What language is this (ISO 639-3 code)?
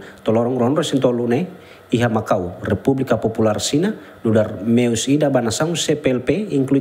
tet